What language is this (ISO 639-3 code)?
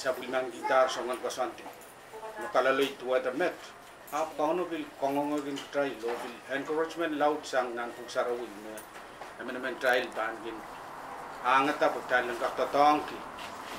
pon